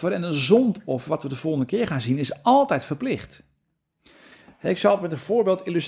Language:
Dutch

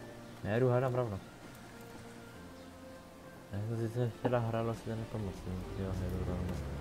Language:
Czech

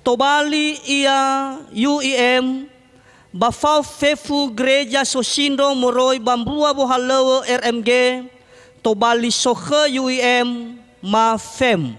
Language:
Nias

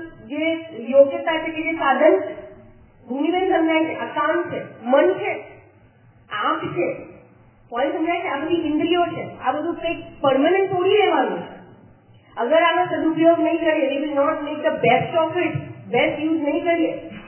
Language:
Gujarati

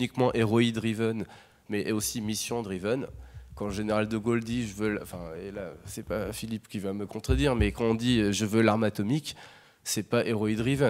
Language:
French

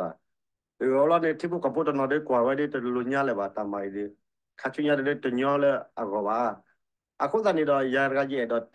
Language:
S'gaw Karen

